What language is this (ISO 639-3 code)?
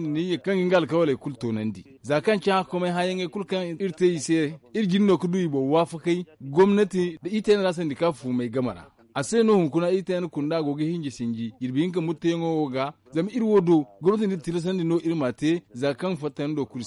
dje